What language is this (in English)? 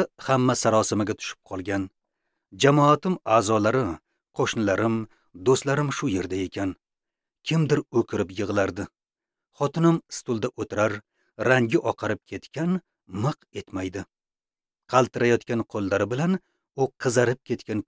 Uzbek